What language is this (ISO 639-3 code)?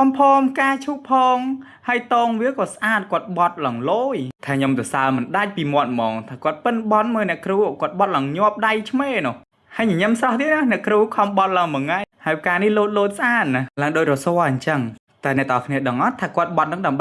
khm